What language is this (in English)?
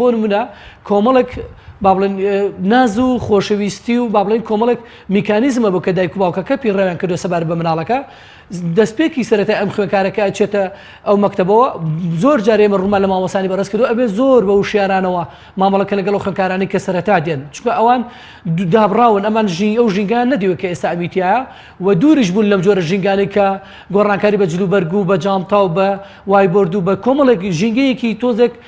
Central Kurdish